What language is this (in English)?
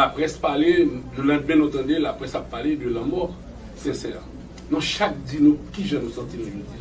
Haitian Creole